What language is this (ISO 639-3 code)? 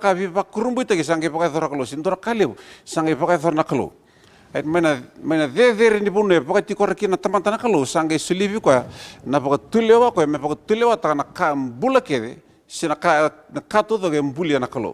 fij